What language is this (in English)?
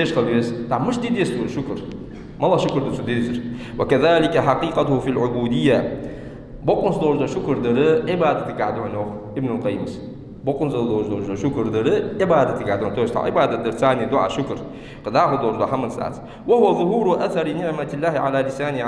Ingush